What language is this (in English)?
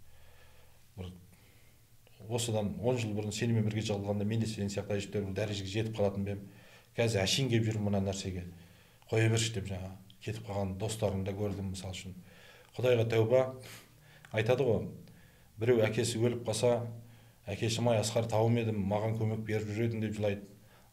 Kazakh